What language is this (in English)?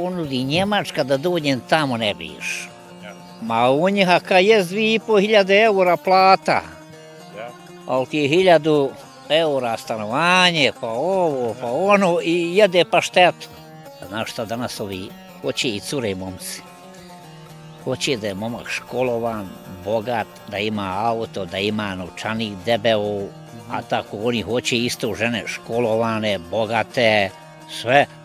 Bosnian